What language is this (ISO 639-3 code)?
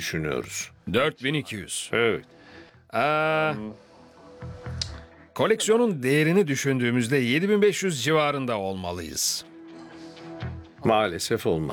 tur